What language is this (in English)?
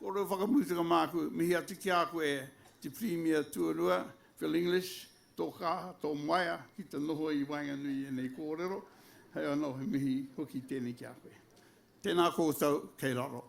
Māori